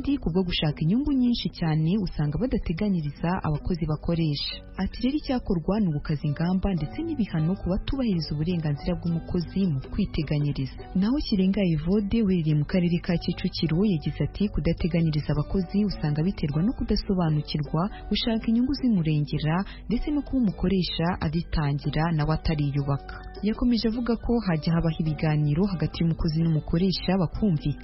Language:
Kinyarwanda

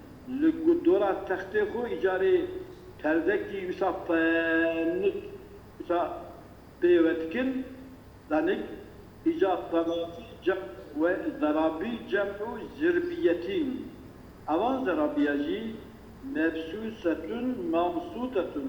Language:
Kurdish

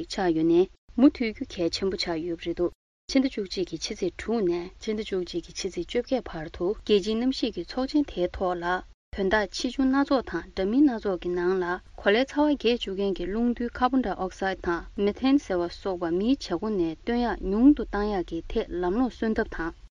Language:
Tibetan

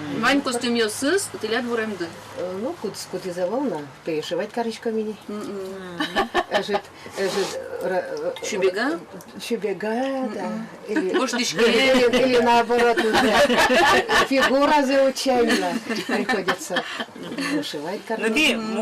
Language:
Udmurt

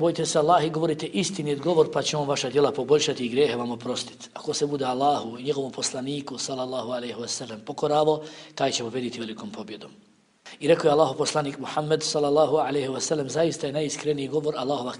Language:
Bosnian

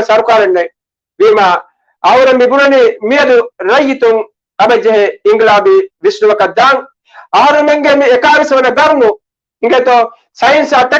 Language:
Divehi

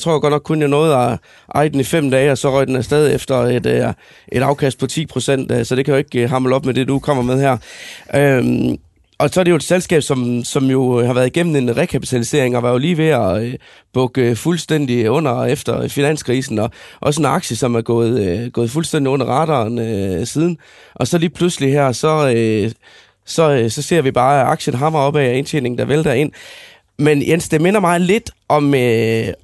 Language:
Danish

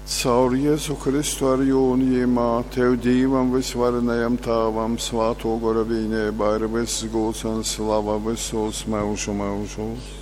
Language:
Latgalian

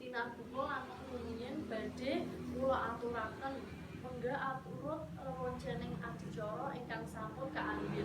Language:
Javanese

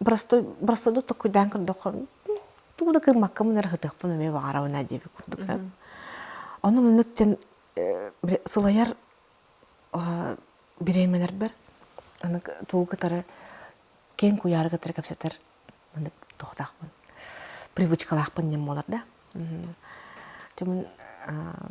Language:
Yakut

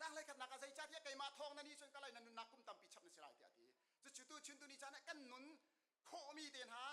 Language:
Hakha Chin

